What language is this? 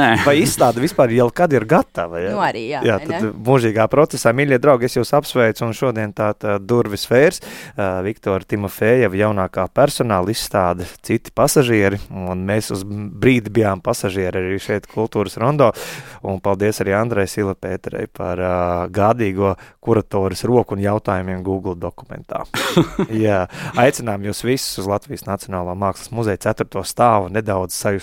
Latvian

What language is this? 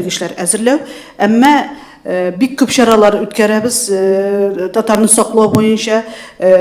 Tatar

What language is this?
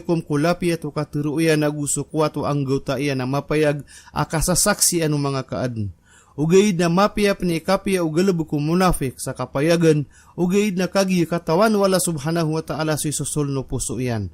Maranao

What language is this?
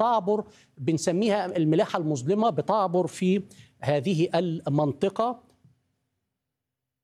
Arabic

